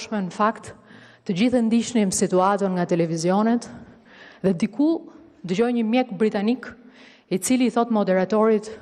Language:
Albanian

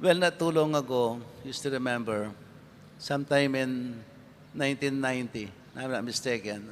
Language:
Pampanga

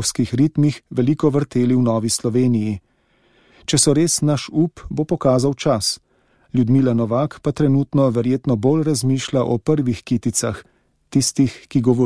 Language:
Slovenian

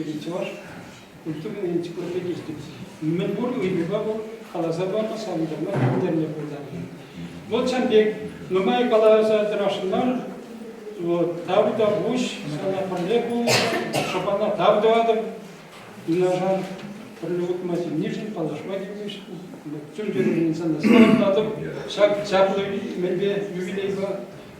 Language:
Chuvash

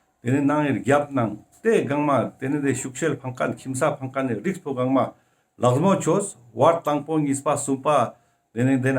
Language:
Ladakhi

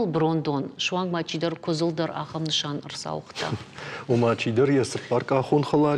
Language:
Ossetic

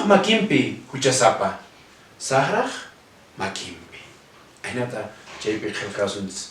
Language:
Quechua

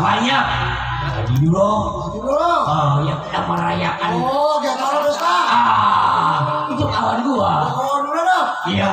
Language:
Betawi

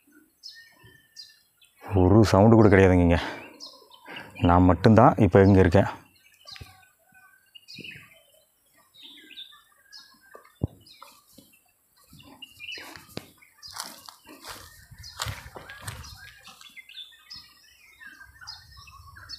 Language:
Tamil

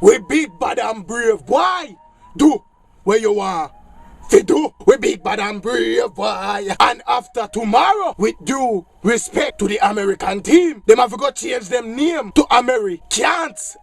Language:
Jamaican Creole English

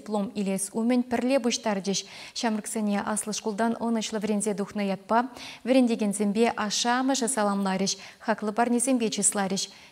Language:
Chuvash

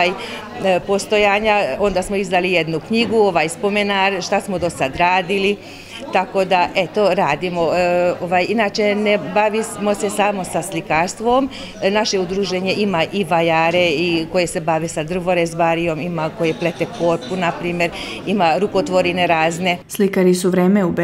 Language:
Serbian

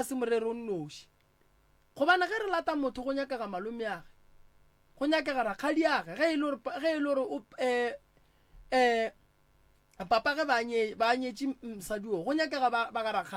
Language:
Northern Sotho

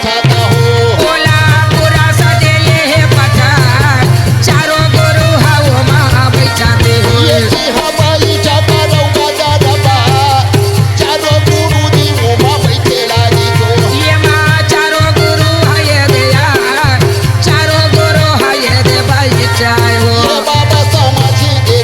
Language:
Chhattisgarhi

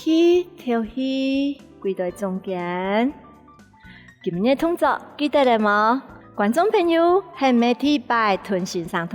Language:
Hakka Chinese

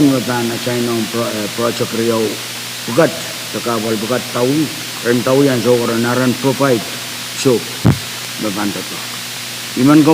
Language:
Pohnpeian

